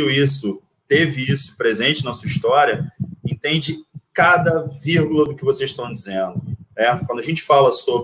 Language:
Portuguese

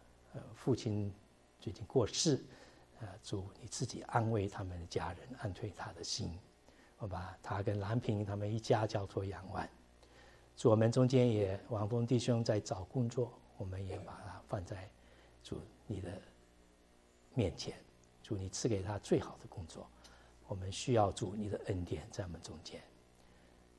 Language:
Chinese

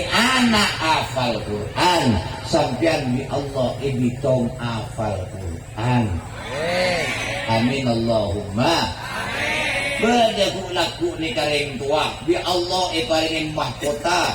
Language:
Madurese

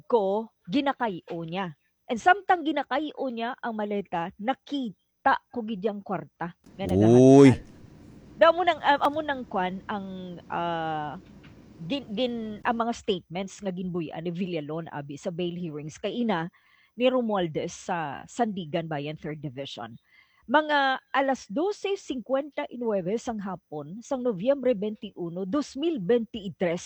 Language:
Hiligaynon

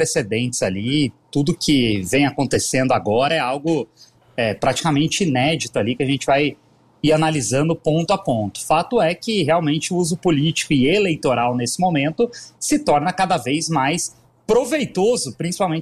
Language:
Portuguese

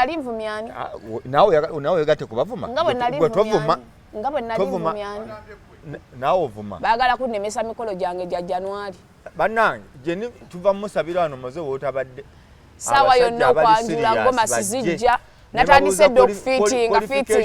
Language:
Ganda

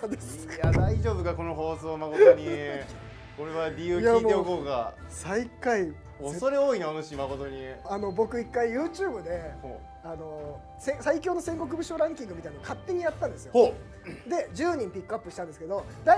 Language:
Japanese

